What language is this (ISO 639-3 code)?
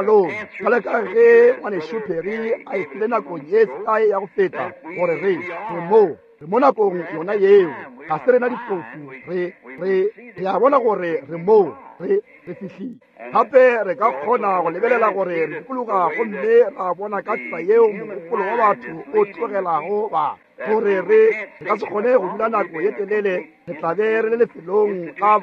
nso